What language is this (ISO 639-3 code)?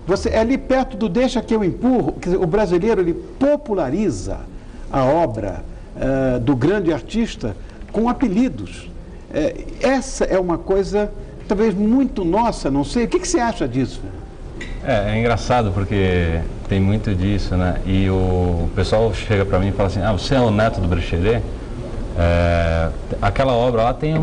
por